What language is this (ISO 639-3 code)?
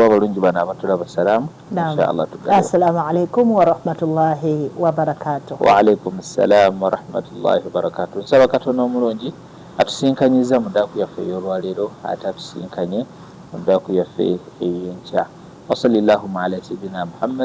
lug